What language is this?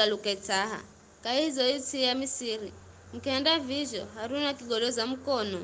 Giryama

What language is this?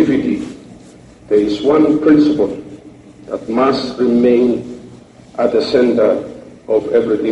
Bislama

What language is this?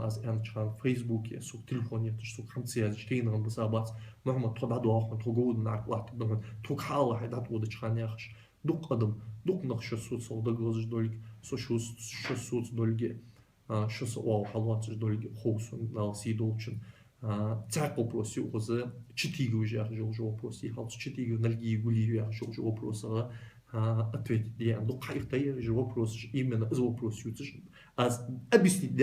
Ingush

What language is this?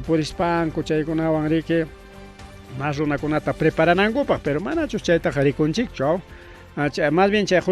Ayacucho Quechua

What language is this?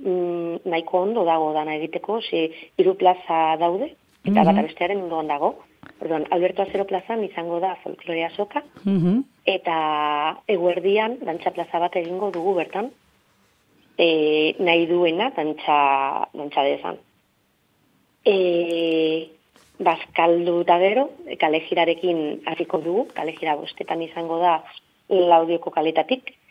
Basque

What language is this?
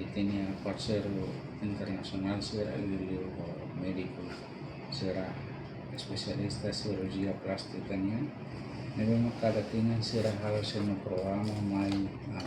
Tetum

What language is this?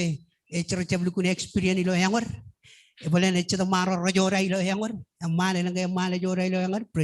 Marshallese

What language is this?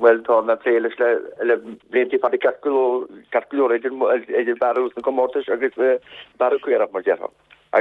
Irish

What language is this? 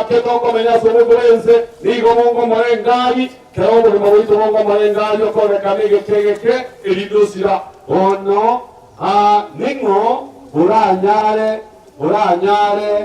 Gusii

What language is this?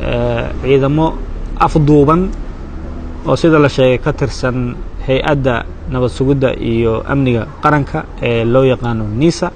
Somali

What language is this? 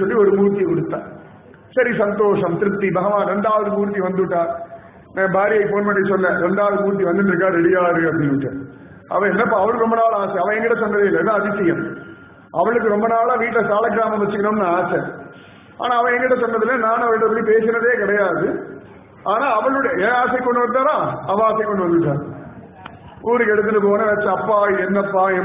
Tamil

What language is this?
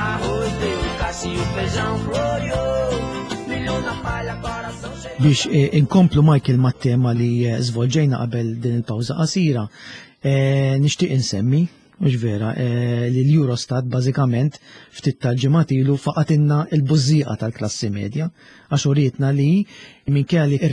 Maltese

